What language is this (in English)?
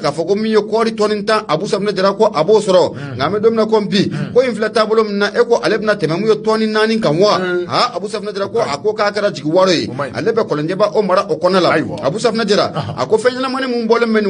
Bambara